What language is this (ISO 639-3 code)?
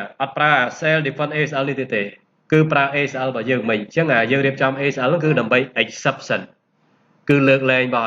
khm